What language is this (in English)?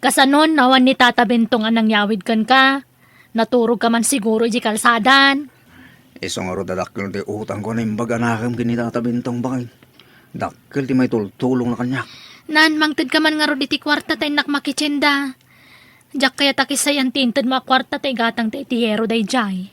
Iloko